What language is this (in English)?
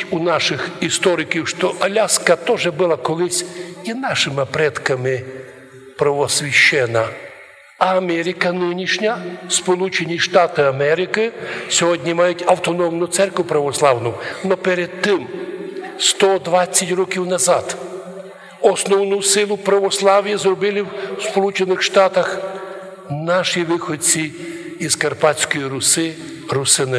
Rusyn